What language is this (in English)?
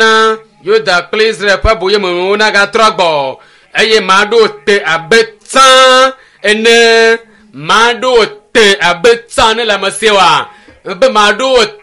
Ewe